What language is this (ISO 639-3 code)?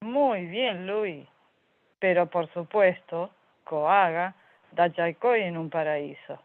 grn